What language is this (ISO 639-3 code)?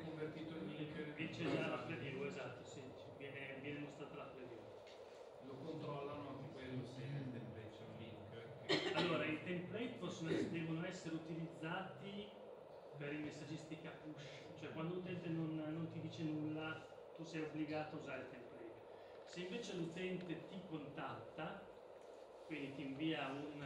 ita